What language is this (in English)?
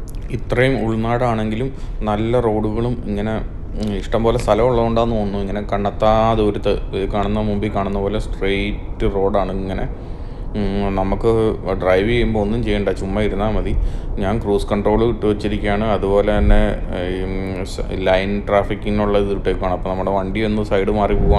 Malayalam